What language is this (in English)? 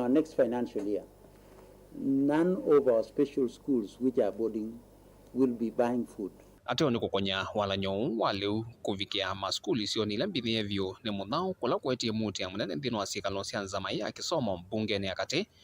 Kamba